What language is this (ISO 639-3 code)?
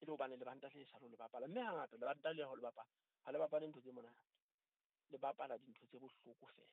sot